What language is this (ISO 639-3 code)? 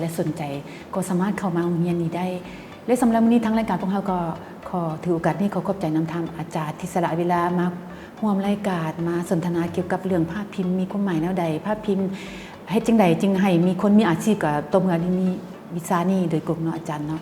lao